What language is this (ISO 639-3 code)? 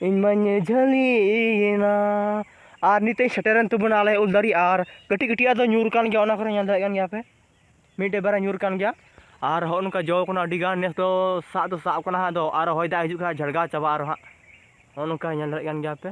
sat